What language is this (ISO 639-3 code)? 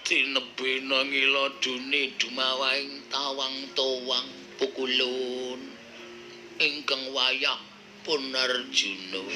jav